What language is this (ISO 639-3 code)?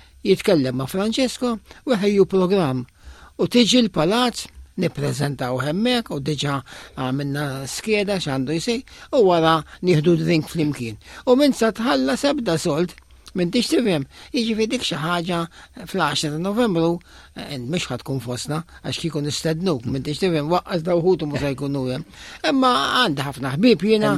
mlt